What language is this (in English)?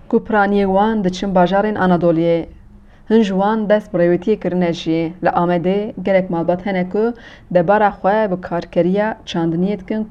Kurdish